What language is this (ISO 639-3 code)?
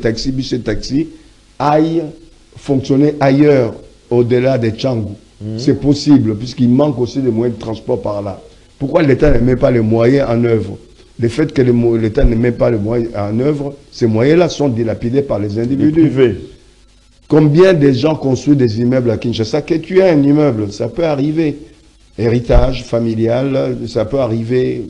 fra